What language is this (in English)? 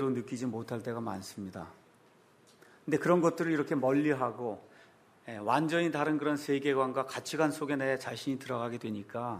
Korean